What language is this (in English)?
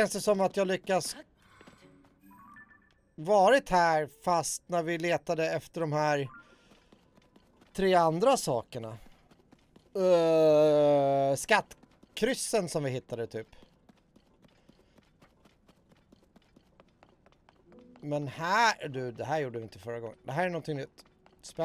Swedish